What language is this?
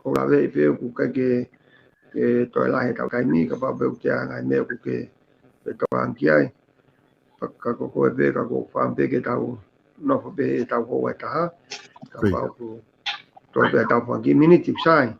Tongan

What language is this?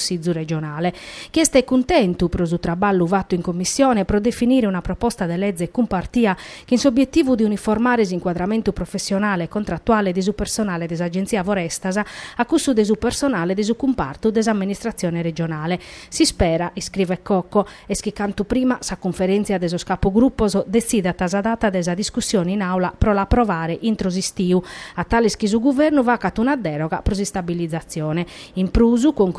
Sardinian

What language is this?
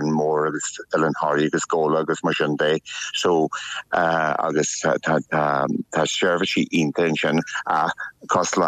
Irish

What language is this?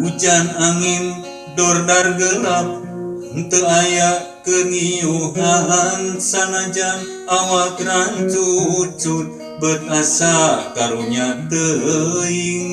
Sundanese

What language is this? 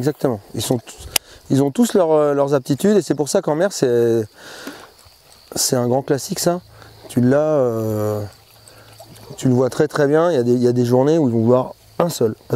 French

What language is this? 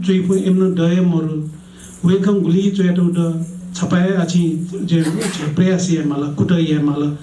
Newari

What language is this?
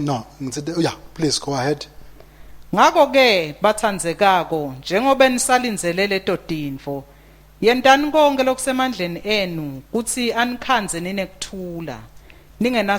Swati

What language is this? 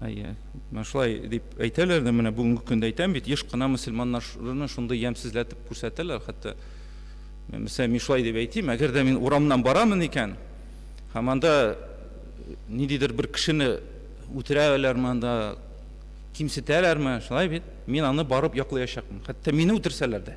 Tatar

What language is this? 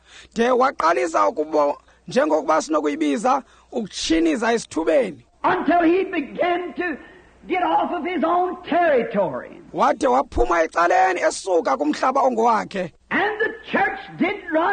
Xhosa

